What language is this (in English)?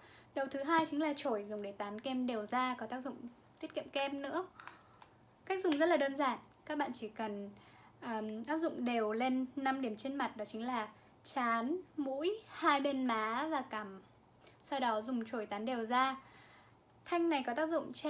Vietnamese